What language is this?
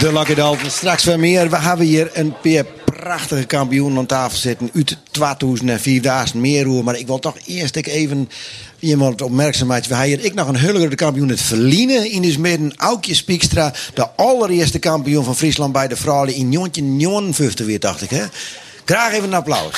Western Frisian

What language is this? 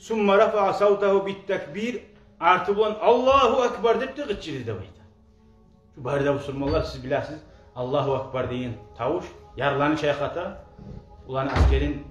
Kumyk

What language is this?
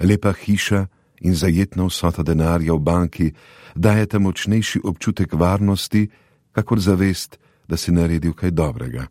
Slovenian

